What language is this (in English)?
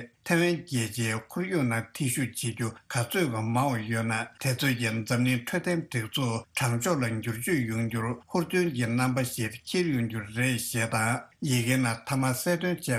Tibetan